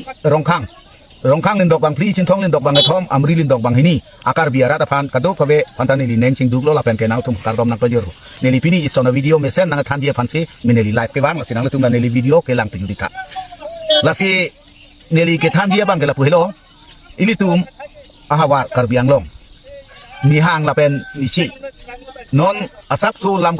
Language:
Karbi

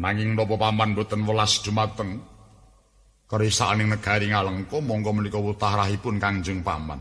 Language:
Javanese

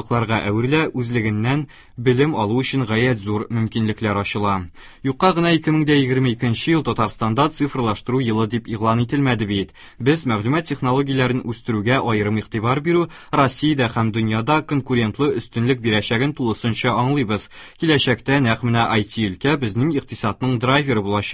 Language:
Tatar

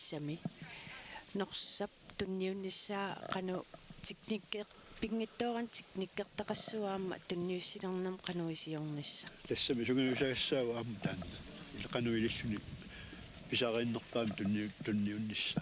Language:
Kalaallisut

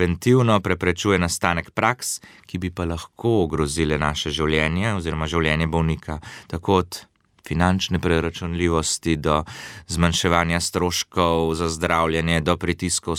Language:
Slovenian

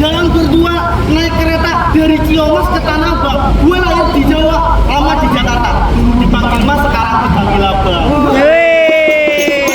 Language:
Betawi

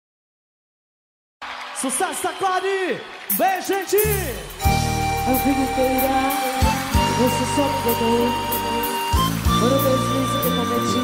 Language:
Portuguese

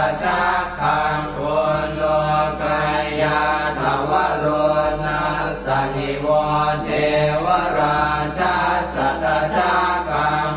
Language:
Pali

